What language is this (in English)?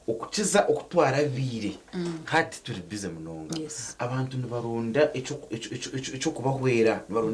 Nyankole